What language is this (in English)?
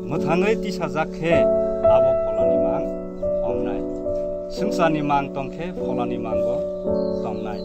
Kok Borok